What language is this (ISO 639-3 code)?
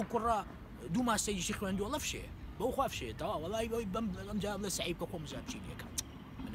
ckb